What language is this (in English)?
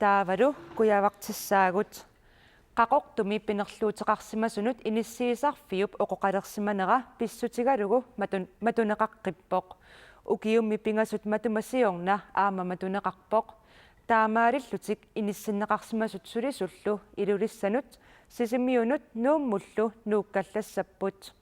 Kalaallisut